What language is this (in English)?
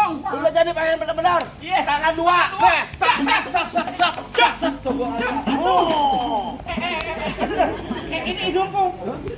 Betawi